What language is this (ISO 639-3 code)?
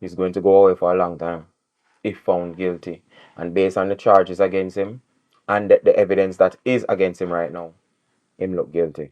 jam